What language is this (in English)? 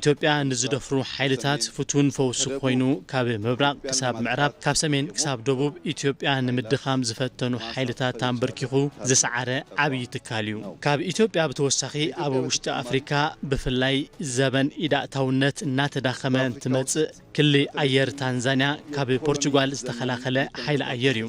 Tigrinya